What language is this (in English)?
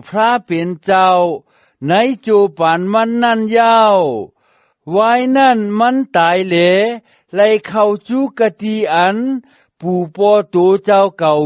Shan